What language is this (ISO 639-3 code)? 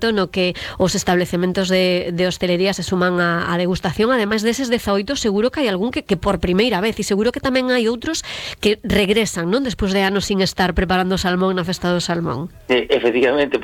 glg